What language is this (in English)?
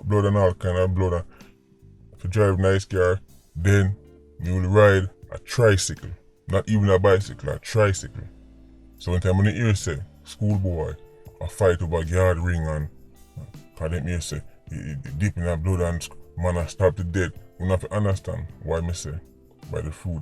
Jamaican Creole English